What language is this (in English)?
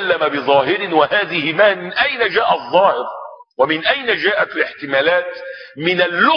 Arabic